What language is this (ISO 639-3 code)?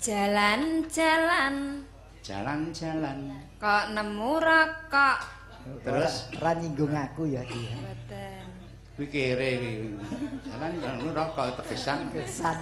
jav